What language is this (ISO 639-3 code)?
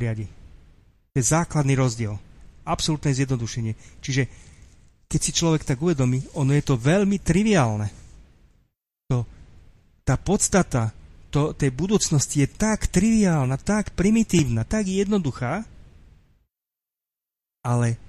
slk